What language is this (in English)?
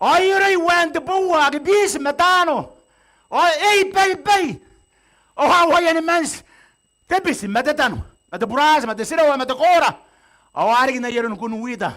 Gilbertese